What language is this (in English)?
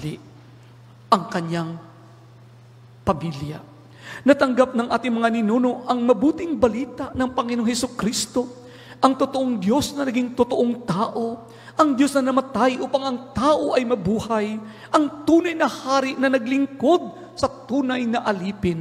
Filipino